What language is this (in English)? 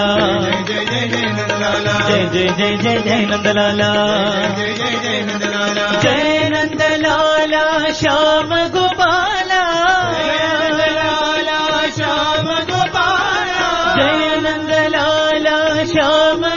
Telugu